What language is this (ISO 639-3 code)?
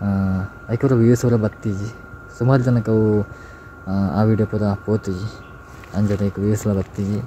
tcy